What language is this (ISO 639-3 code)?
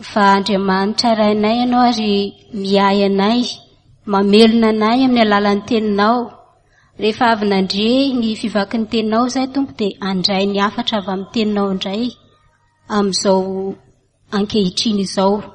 mlg